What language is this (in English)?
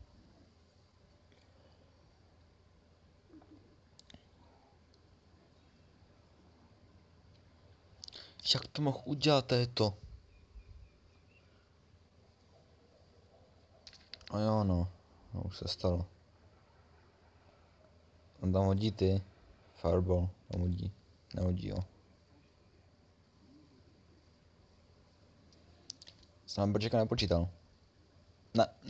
Czech